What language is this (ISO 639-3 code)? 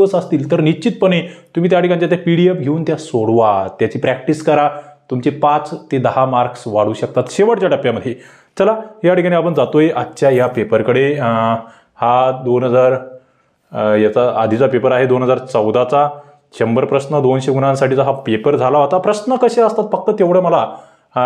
mar